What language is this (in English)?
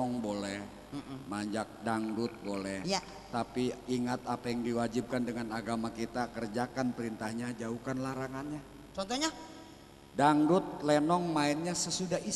Betawi